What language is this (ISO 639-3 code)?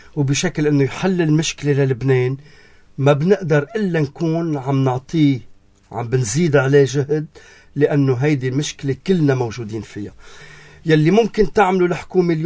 apc